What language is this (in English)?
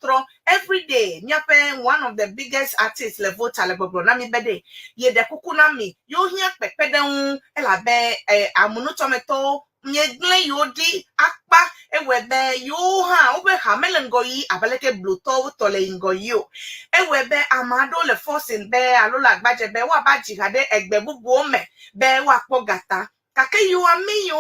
Ewe